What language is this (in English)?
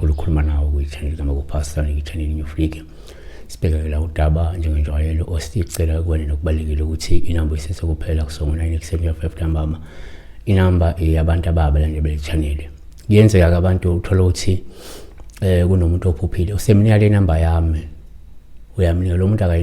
Zulu